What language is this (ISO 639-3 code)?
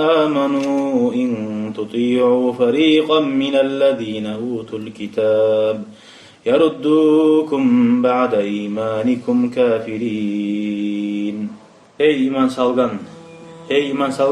kum